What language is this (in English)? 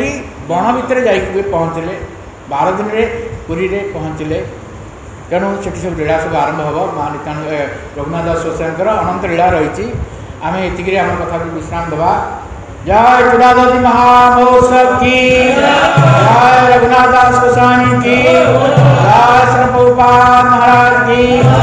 Odia